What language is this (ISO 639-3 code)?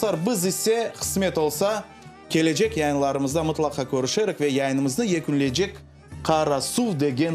crh